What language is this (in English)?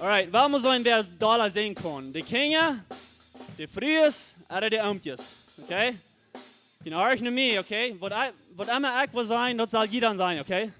Plautdietsch